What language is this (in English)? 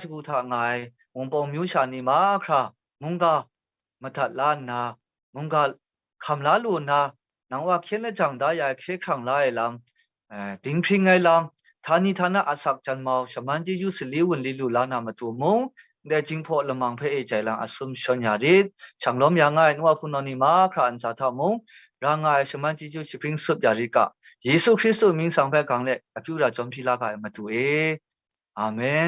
Kachin